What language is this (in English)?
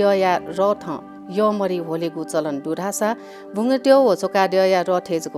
Newari